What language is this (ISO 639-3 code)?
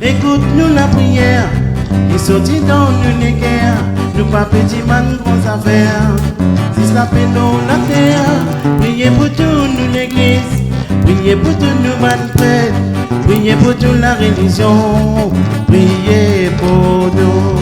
rcf